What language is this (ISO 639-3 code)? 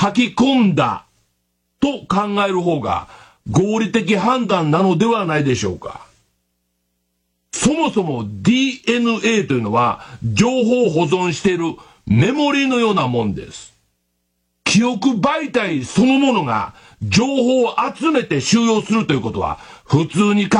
jpn